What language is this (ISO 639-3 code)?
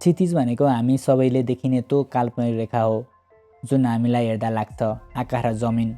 nep